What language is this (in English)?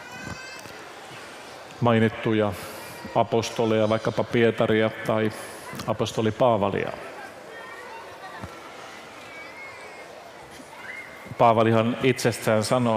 Finnish